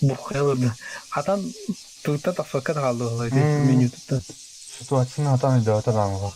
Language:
Yakut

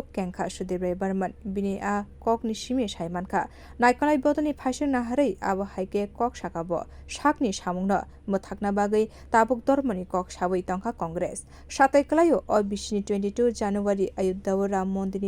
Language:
Kok Borok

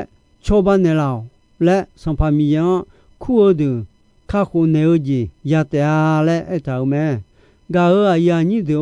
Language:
Akha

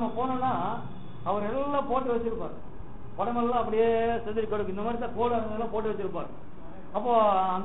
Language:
Tamil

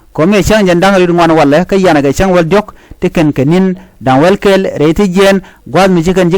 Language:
Nuer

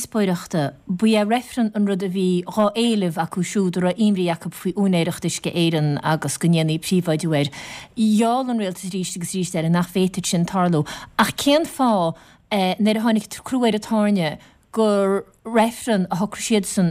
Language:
Irish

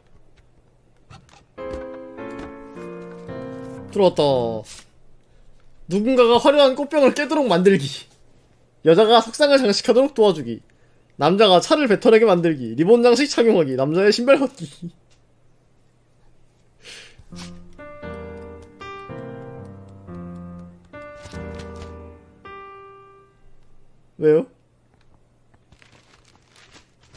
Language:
Korean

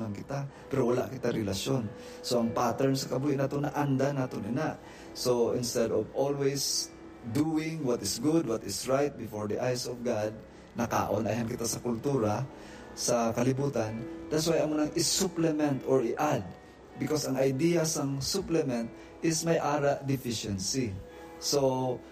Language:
Hiligaynon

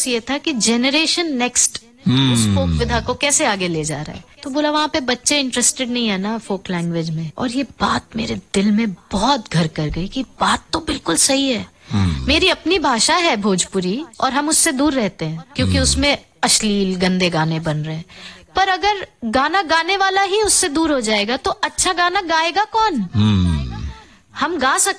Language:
Hindi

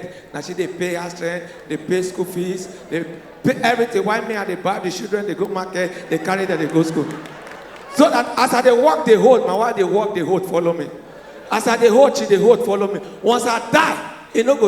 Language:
Nigerian Pidgin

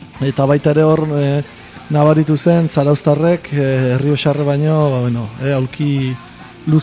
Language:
Basque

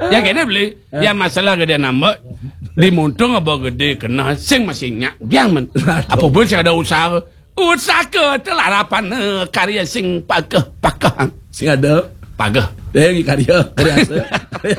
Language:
Balinese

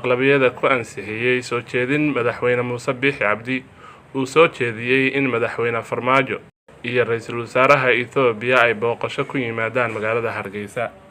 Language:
Somali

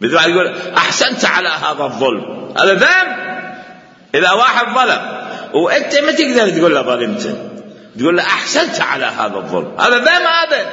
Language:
Mesopotamian Arabic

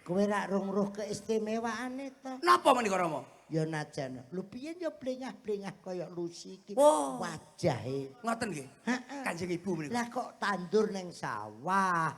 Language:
Javanese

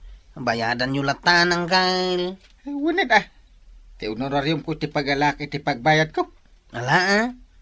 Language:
Iloko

